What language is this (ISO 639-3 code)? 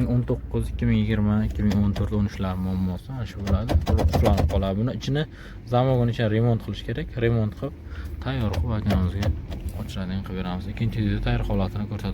uzb